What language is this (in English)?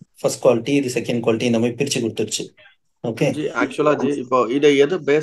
Tamil